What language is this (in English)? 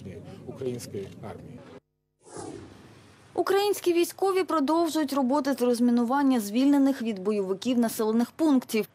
Ukrainian